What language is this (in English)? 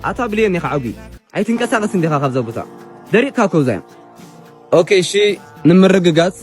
Tigrinya